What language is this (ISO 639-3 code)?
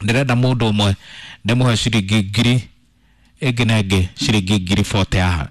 kik